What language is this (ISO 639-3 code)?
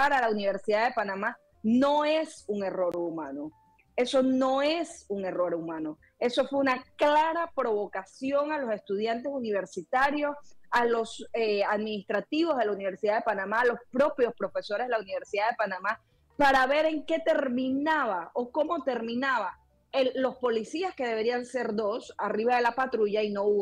spa